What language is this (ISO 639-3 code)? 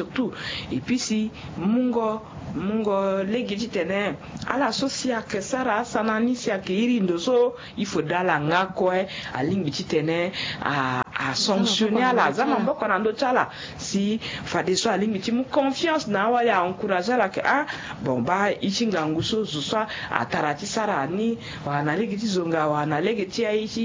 sag